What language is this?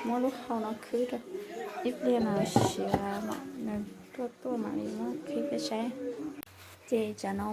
Hmong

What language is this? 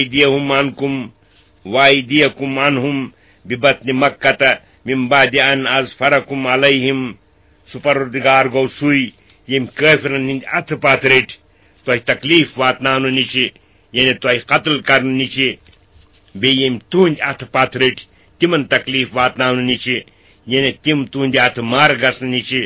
Kashmiri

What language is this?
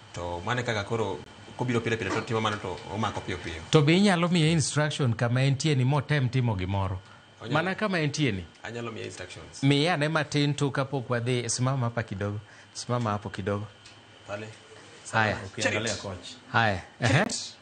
Luo (Kenya and Tanzania)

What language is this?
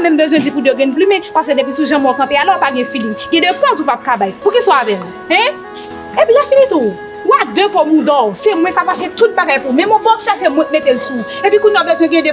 Haitian Creole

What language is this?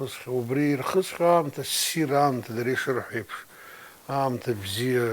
Abkhazian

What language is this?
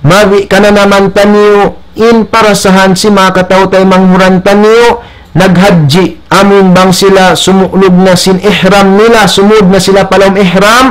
Tausug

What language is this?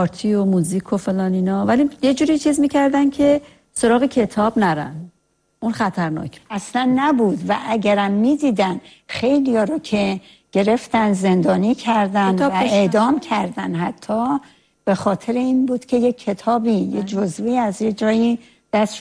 Persian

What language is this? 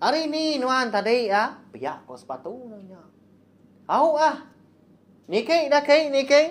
Iban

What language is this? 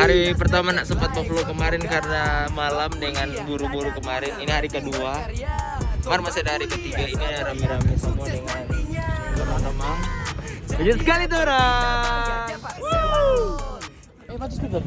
Manado Malay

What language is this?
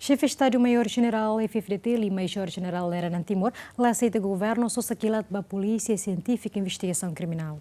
Tetum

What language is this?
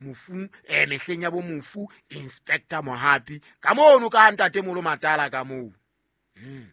Southern Sotho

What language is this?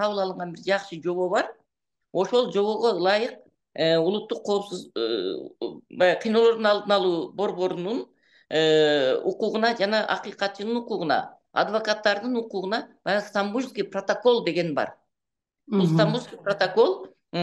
Kyrgyz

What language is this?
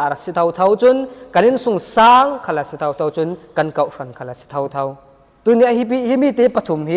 Falam Chin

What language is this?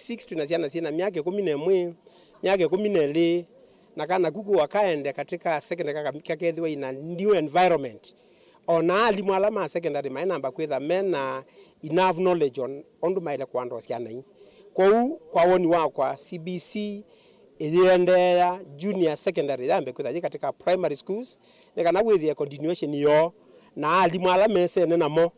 Kamba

